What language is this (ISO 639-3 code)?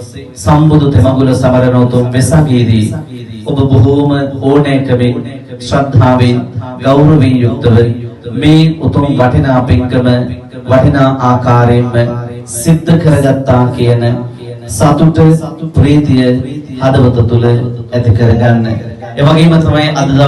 sin